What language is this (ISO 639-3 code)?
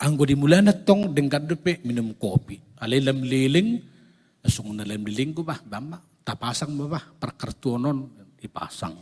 bbc